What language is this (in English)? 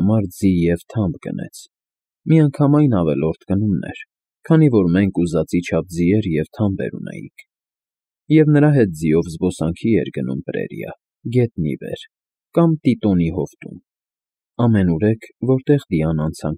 Armenian